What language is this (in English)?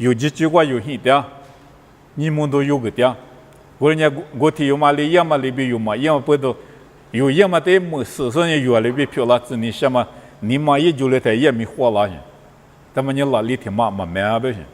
Lisu